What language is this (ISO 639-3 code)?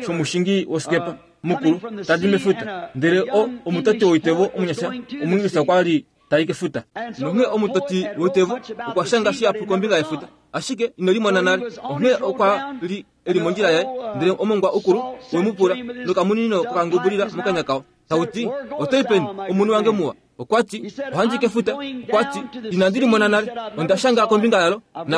kua